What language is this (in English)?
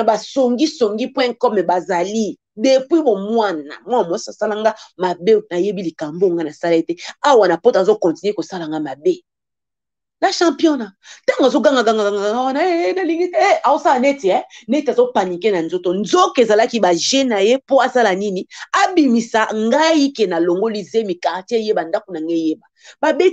Lingala